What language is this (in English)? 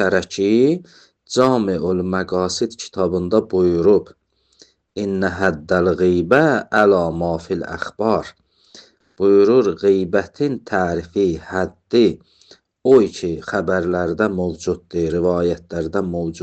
Azerbaijani